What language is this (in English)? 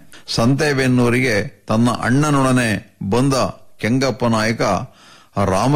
Kannada